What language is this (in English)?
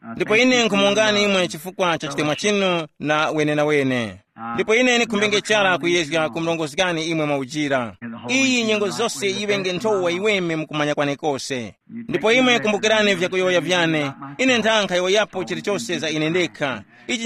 Tumbuka